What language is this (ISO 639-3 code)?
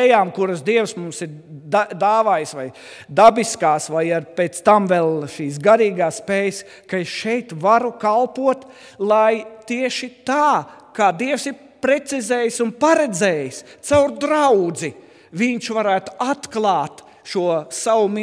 lav